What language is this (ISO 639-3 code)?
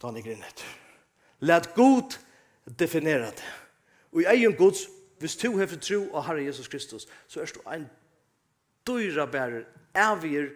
fao